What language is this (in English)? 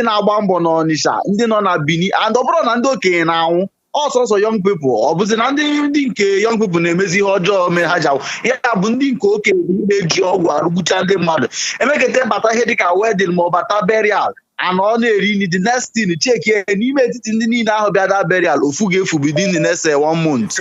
Igbo